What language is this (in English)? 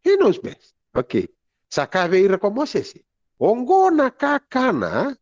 Fijian